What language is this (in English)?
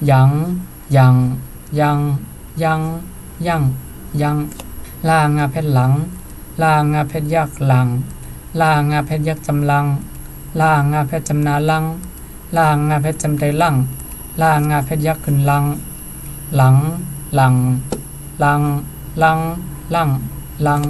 Shan